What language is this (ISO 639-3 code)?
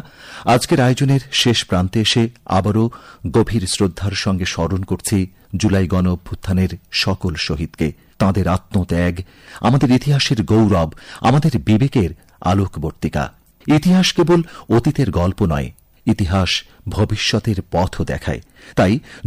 ben